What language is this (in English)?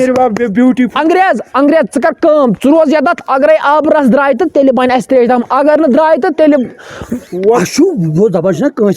Kashmiri